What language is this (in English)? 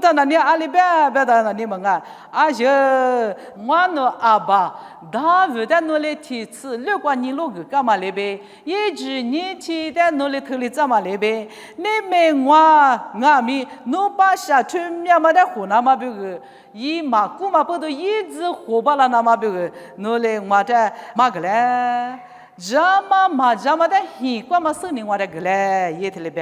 Lisu